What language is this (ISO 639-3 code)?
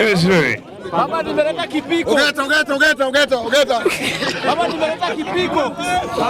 luo